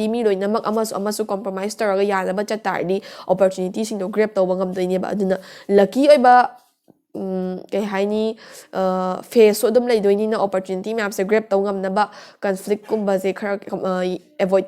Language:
Manipuri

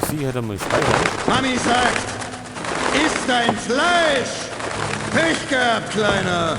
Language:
Bavarian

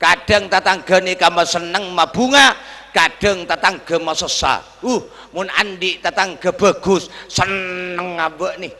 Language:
Madurese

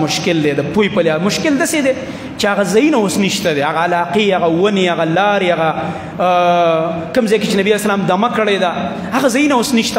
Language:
Pashto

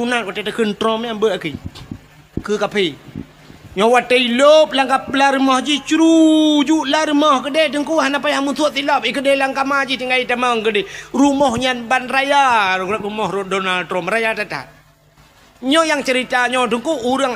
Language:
Achinese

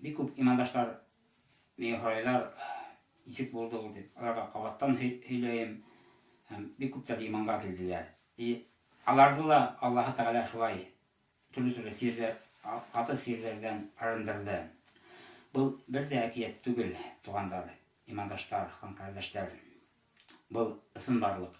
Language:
Bashkir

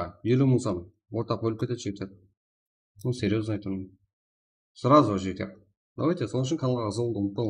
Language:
Kara-Kalpak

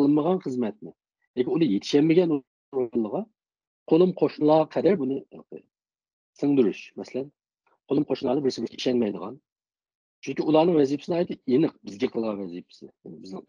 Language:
Uyghur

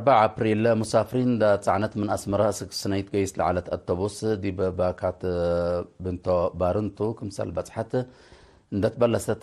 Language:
Tigre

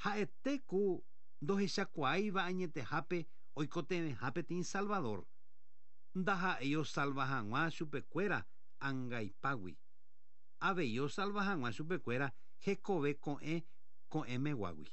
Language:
Guarani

